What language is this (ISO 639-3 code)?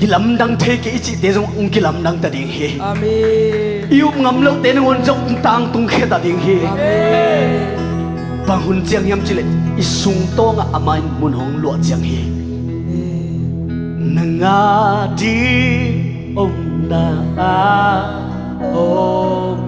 ctd